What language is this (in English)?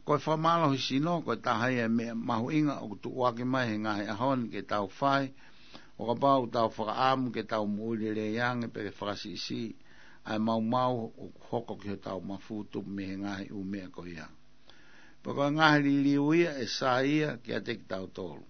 Tongan